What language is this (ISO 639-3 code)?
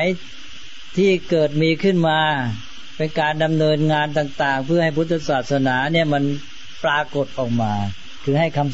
tha